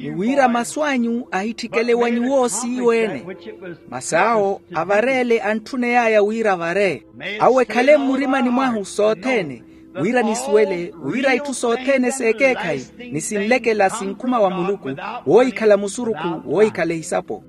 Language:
Makhuwa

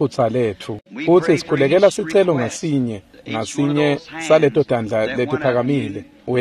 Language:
Swati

